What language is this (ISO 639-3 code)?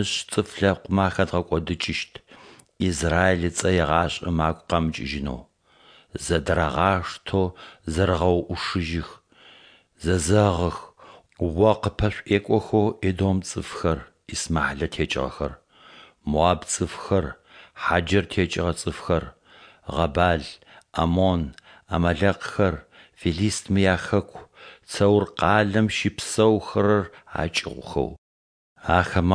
ady